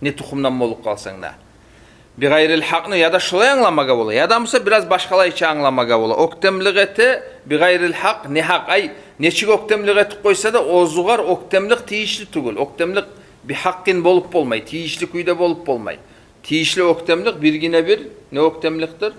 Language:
Kumyk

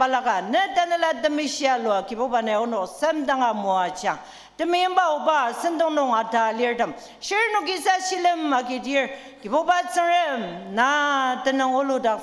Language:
Ao Naga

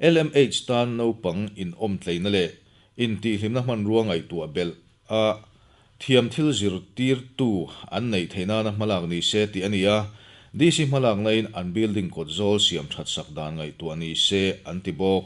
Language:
Mizo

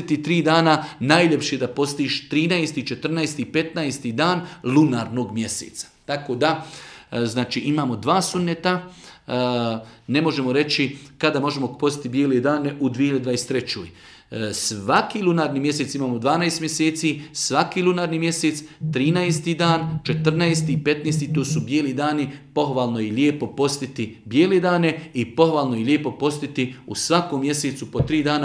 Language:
Bosnian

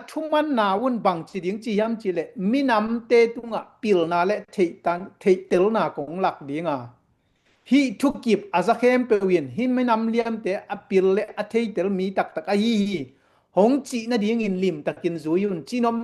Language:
Tedim Chin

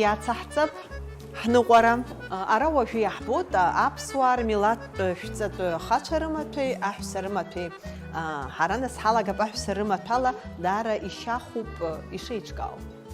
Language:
Abkhazian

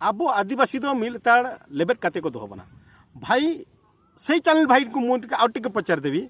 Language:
Santali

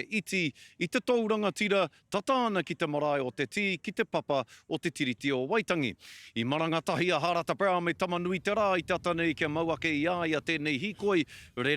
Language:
Māori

